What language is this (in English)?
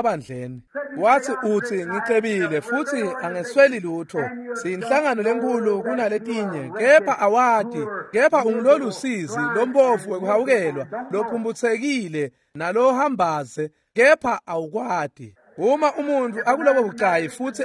Swati